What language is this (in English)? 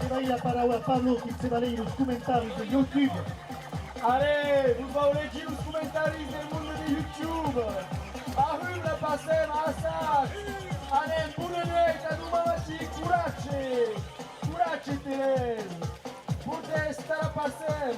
Occitan